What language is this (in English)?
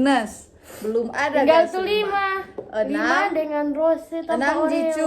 Manado Malay